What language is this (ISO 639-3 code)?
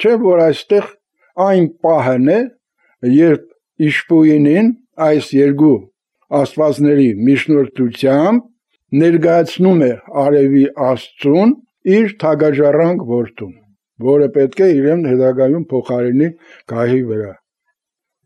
hye